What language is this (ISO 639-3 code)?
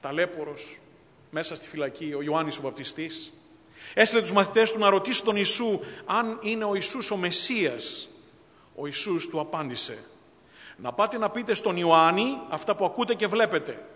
ell